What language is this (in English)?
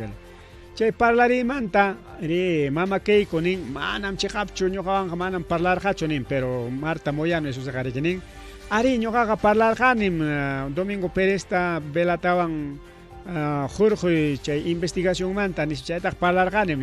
Ayacucho Quechua